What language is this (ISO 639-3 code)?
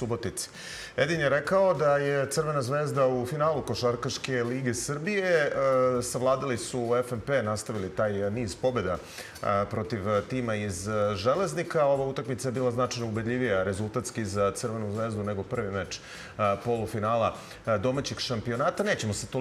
srp